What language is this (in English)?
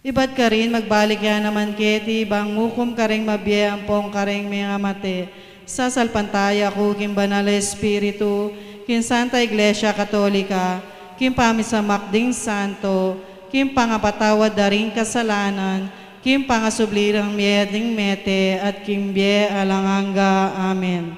Pampanga